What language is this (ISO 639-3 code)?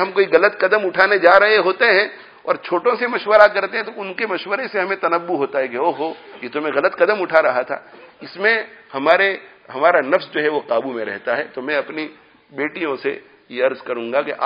urd